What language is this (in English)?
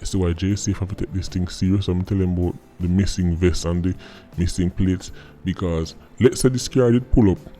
Jamaican Creole English